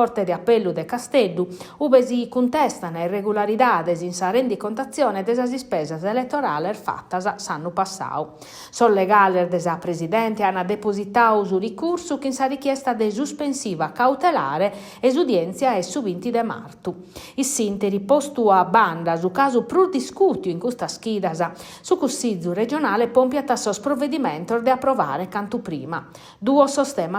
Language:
Sardinian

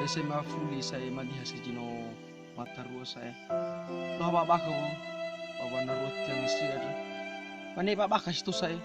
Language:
Nias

